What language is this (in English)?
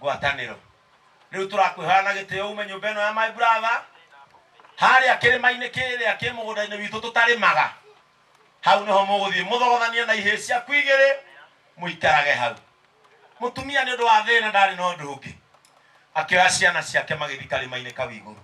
Kikuyu